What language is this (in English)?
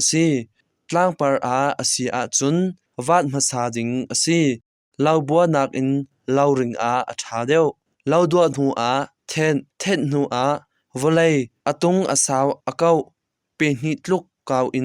Hakha Chin